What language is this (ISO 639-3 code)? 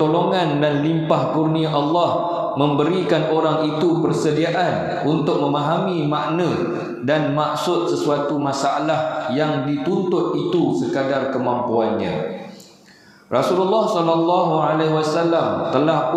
msa